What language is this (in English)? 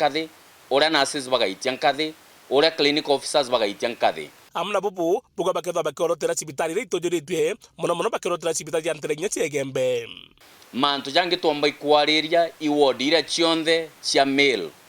Meru